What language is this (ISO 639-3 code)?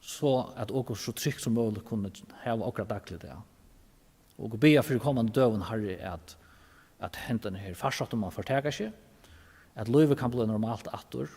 fao